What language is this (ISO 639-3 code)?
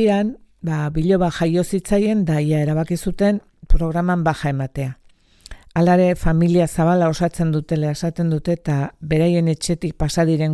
eus